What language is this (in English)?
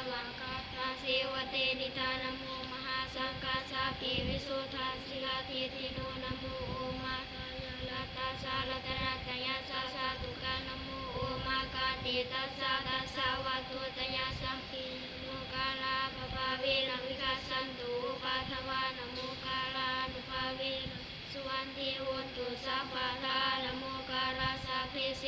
Pali